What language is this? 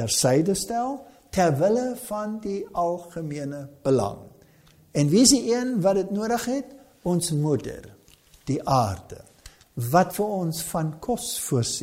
Afrikaans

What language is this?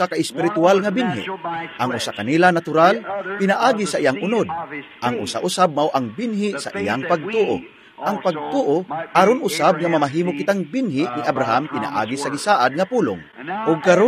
Cebuano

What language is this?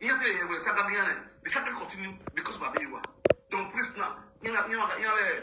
Nigerian Pidgin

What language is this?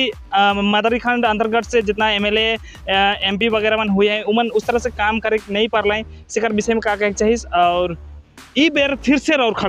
Sadri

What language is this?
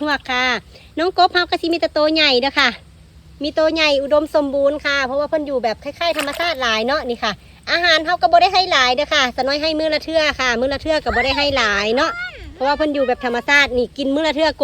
Northeastern Thai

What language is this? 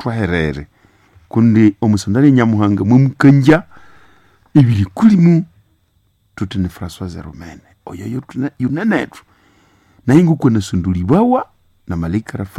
Nande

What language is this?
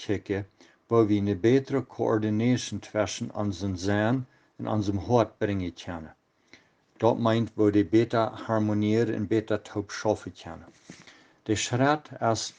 Plautdietsch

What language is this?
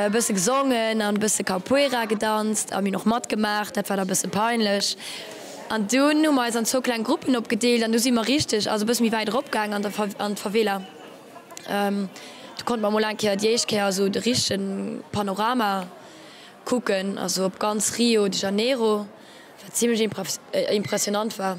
Luxembourgish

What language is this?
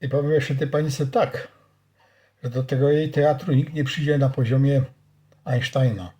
Silesian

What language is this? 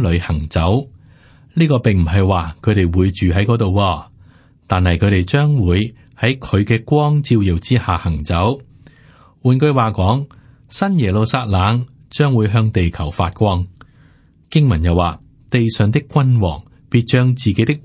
Cantonese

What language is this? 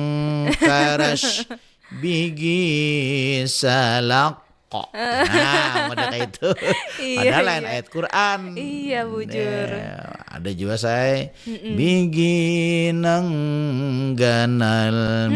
Banjar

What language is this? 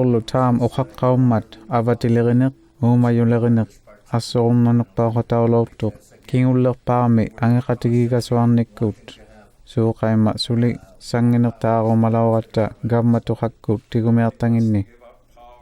Inuktitut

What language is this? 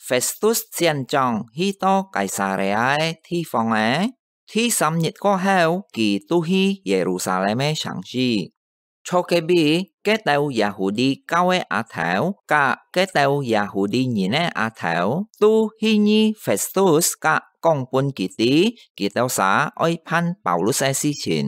Hakka Chinese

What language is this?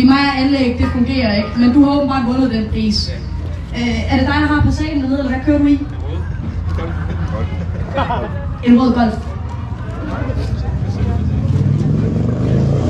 Danish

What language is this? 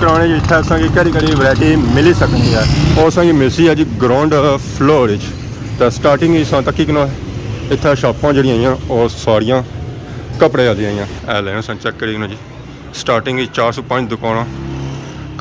Pahari-Potwari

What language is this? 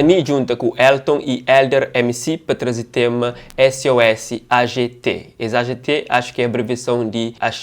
Kabuverdianu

